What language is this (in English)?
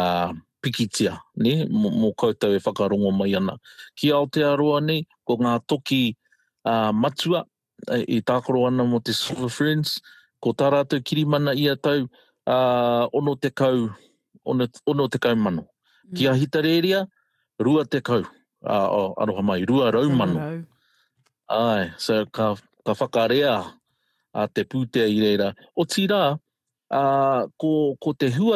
Māori